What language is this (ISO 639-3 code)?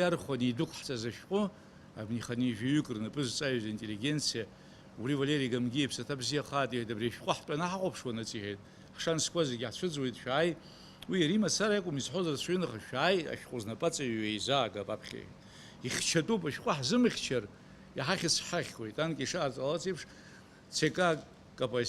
abk